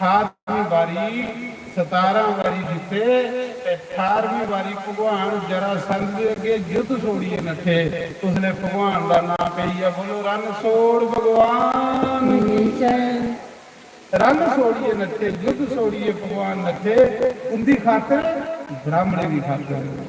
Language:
Dogri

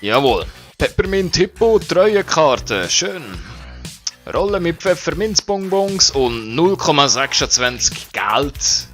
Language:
Swiss German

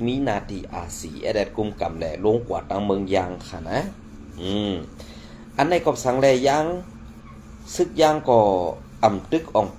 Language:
Shan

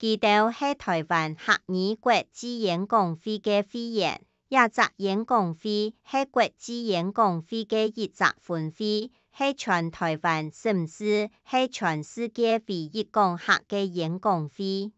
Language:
Hakka Chinese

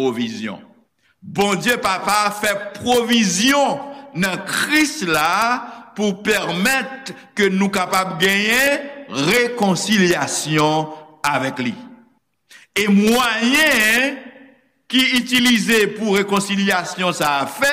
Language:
Haitian Creole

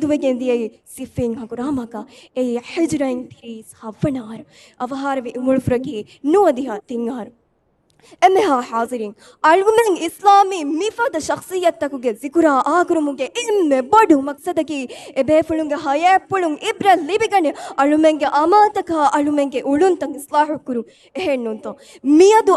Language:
Divehi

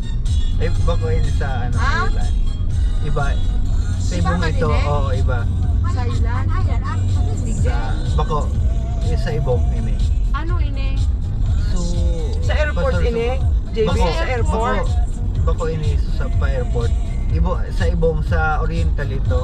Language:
Bikol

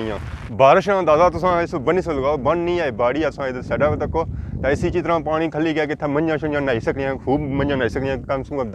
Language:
Pahari-Potwari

